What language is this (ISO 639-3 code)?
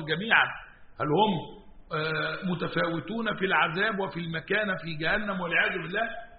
ara